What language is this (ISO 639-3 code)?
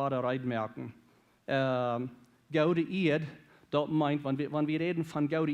pdt